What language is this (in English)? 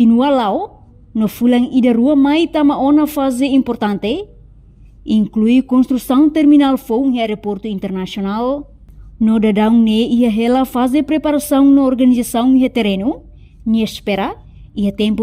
Tetum